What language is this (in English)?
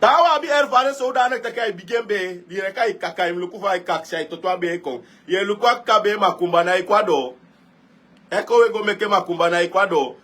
Sranan Tongo